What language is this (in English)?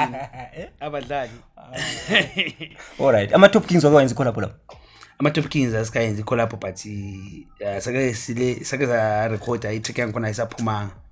Zulu